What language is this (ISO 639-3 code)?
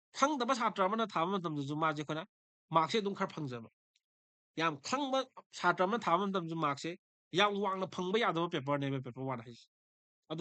mni